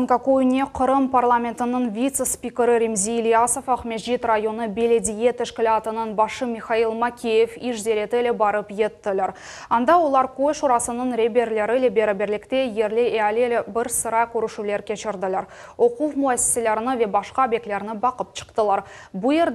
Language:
Crimean Tatar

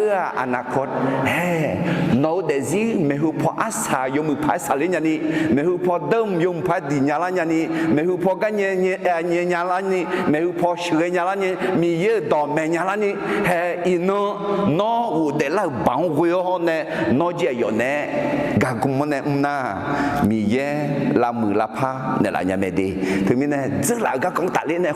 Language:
Akha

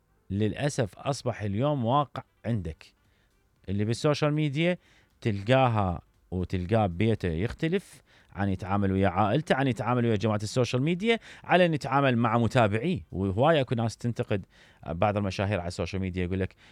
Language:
Mesopotamian Arabic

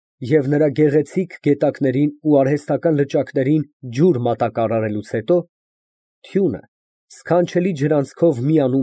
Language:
Armenian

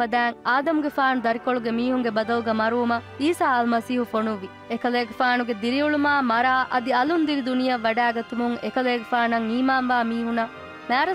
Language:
Divehi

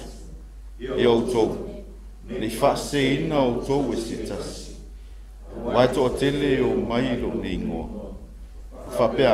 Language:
Samoan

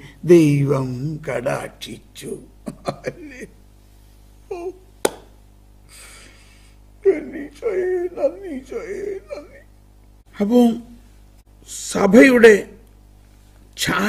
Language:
Malayalam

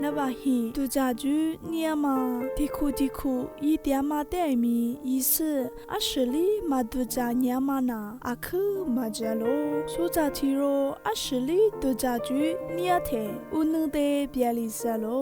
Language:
Lisu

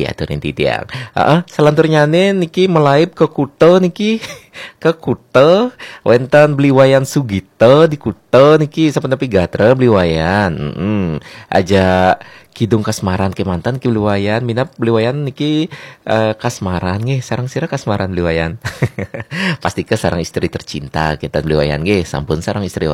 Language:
Balinese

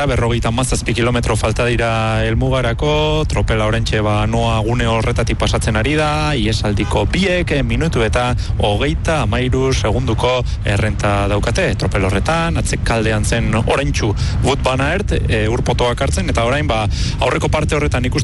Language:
Basque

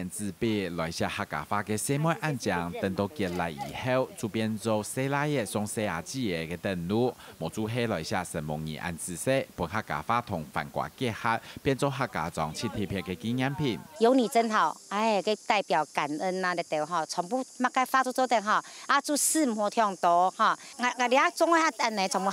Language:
Hakka Chinese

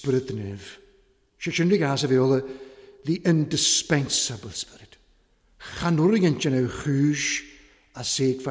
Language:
Welsh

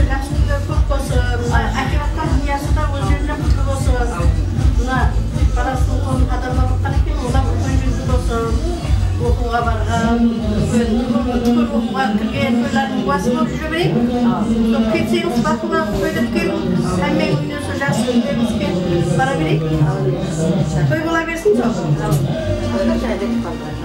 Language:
Kazakh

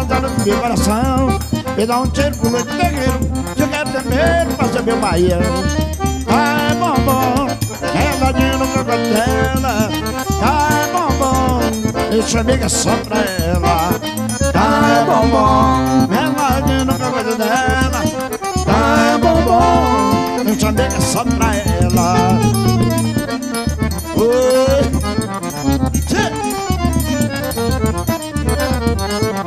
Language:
Portuguese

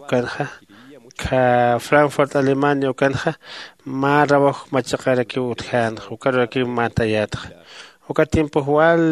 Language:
Aymara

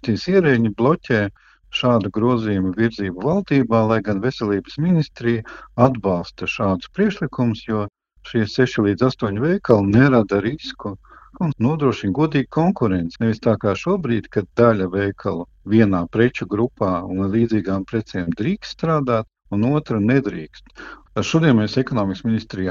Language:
Latvian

